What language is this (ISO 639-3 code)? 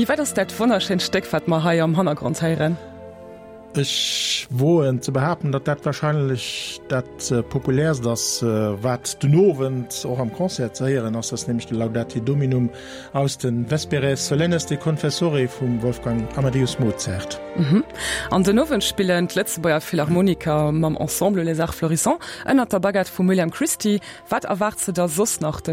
ltz